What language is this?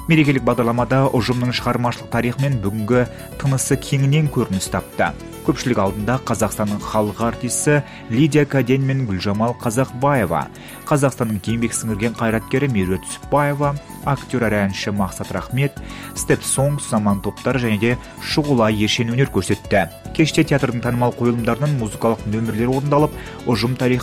Kazakh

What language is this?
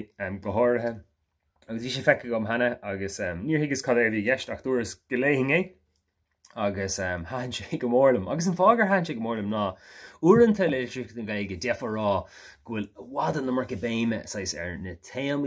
Irish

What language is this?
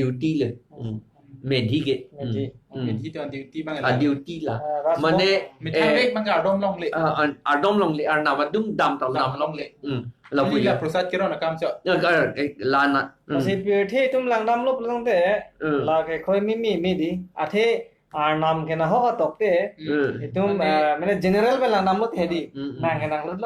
Karbi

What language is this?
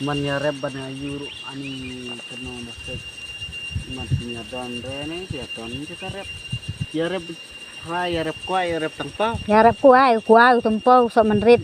Khasi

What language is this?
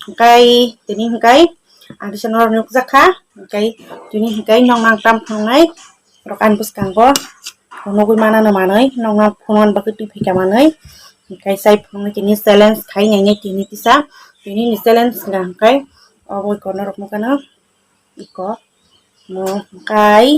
Kok Borok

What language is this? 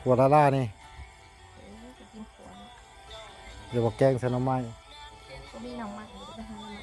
Lao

